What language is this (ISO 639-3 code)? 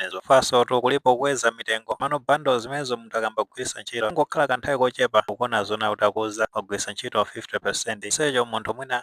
nya